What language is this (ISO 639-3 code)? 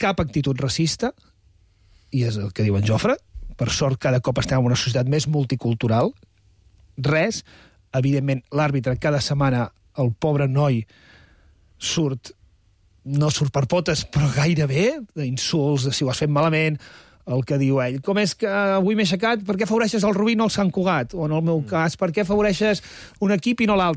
cat